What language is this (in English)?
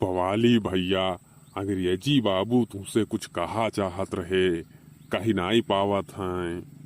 Awadhi